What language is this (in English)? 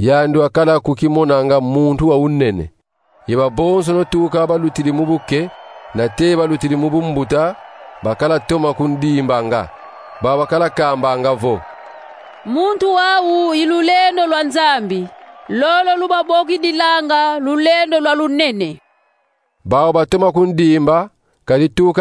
Kongo